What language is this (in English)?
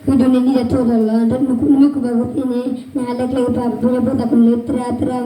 S'gaw Karen